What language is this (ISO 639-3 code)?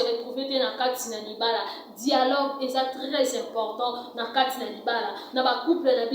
lin